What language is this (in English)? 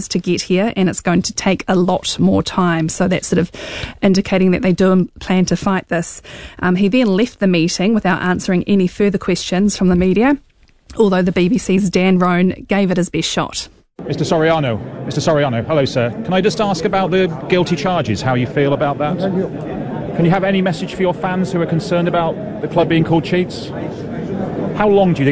English